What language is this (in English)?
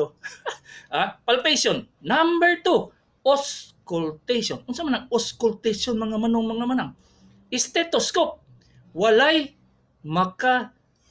Cebuano